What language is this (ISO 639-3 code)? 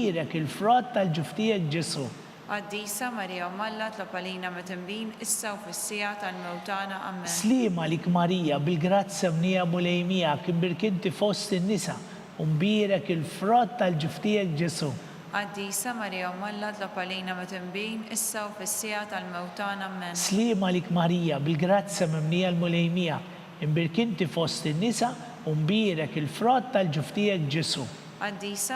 mlt